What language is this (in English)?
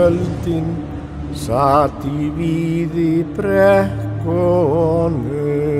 Icelandic